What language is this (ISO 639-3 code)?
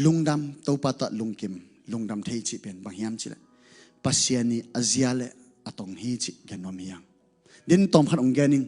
ctd